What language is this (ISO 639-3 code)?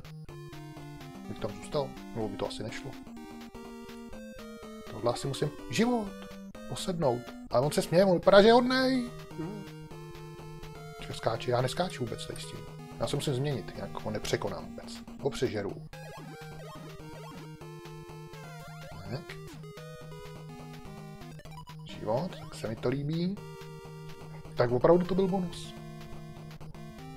ces